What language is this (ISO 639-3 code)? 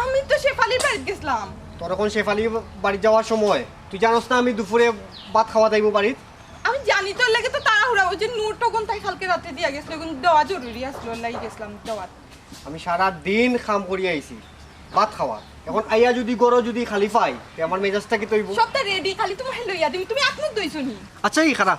syl